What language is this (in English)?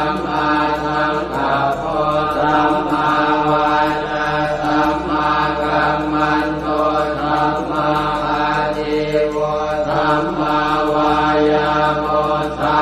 Pali